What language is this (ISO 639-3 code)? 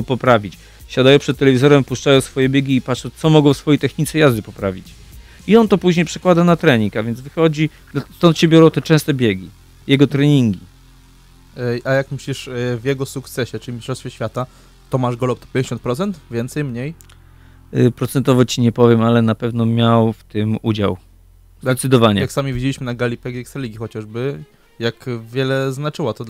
pol